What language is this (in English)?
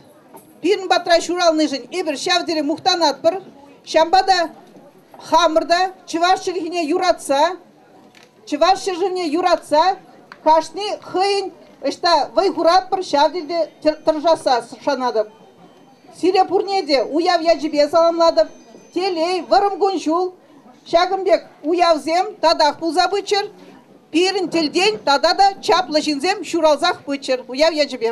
Chuvash